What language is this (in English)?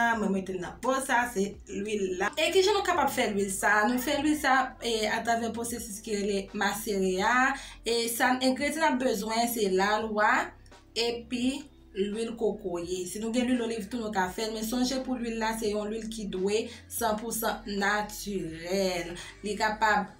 Haitian Creole